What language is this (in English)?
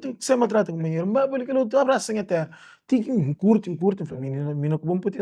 Kabuverdianu